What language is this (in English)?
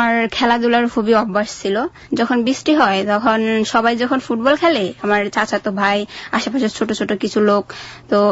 Bangla